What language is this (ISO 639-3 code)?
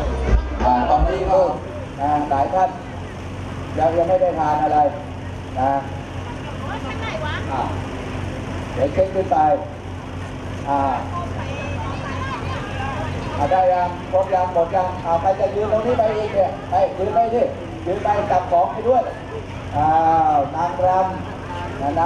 tha